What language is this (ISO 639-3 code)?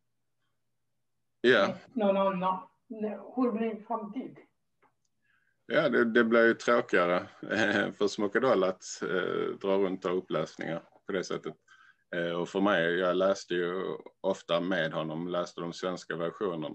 swe